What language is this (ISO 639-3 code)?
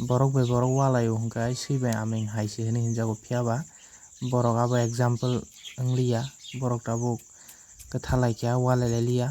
trp